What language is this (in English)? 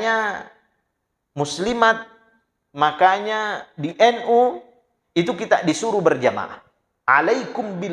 Buginese